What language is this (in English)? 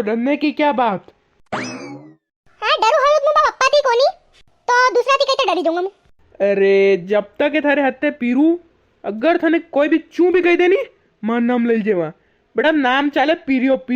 Rajasthani